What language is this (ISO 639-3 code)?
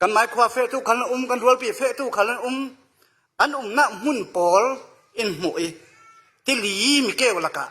cfm